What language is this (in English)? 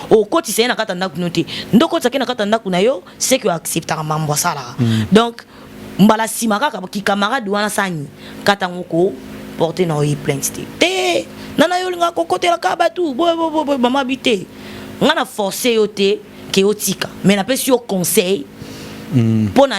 Lingala